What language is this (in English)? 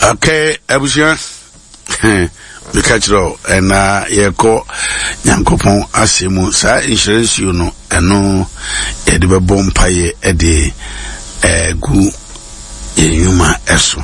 Akan